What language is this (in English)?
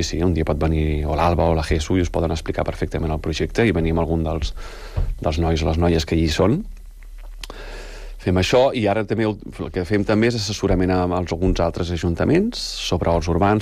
Catalan